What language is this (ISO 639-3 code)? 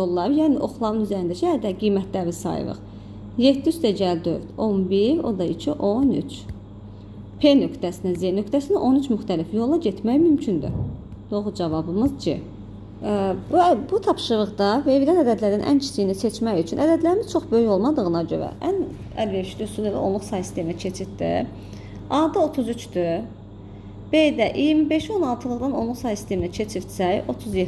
aze